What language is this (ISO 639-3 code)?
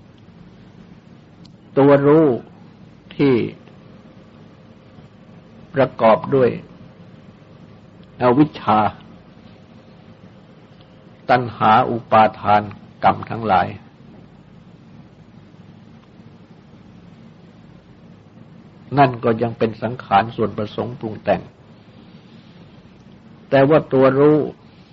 tha